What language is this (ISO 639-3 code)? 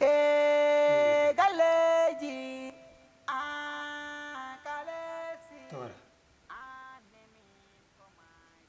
ful